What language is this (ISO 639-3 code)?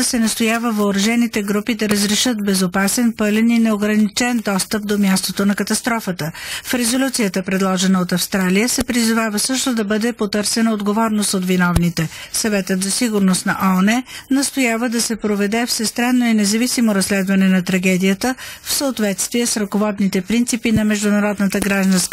bul